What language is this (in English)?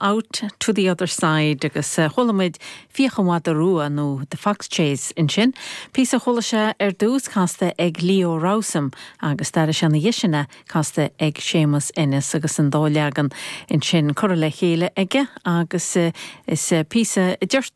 Irish